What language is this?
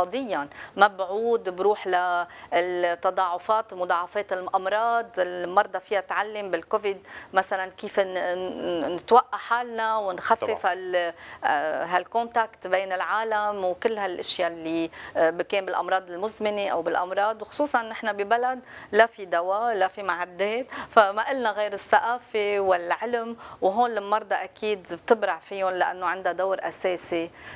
North Levantine Arabic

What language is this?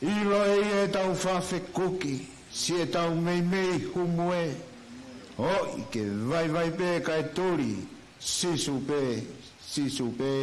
Tongan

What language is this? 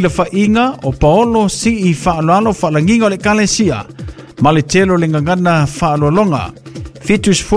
Samoan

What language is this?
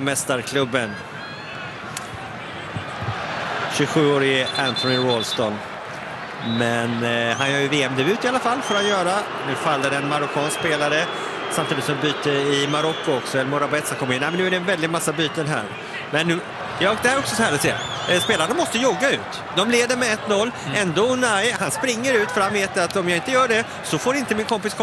Swedish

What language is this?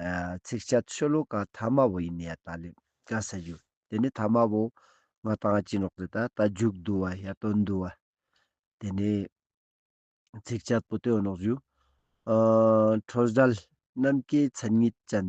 Ladakhi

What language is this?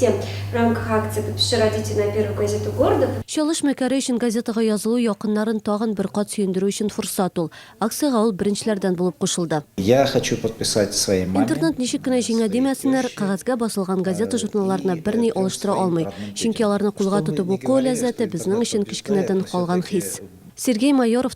Tatar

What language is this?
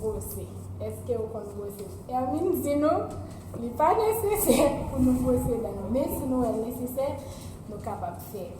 Haitian Creole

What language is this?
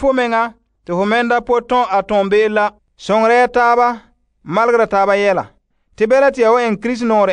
Frafra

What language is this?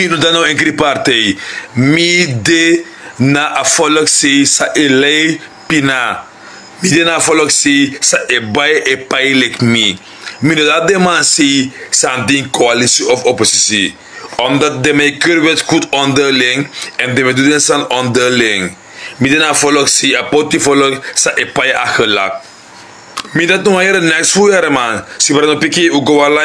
Sranan Tongo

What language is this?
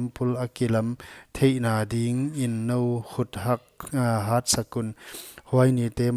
Paite Chin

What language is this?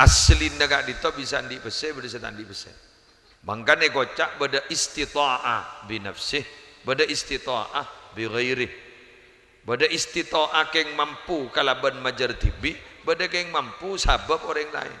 Madurese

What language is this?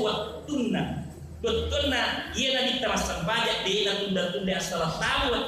Buginese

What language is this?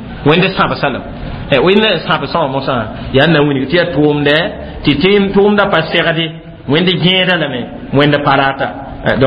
Mossi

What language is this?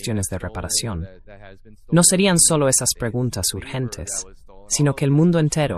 Spanish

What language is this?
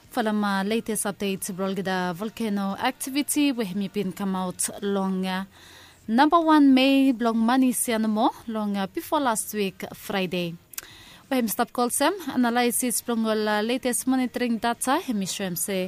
Bislama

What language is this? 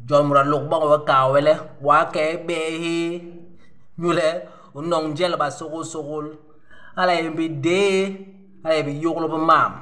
Basaa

